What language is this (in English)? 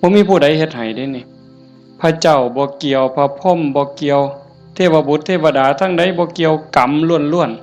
Northeastern Thai